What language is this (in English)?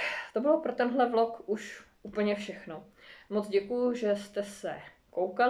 Czech